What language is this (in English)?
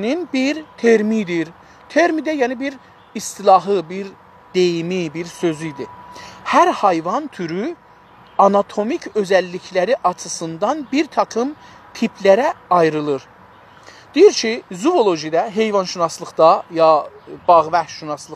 South Azerbaijani